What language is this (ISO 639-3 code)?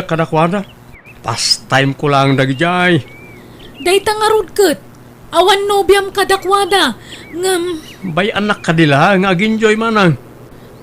ilo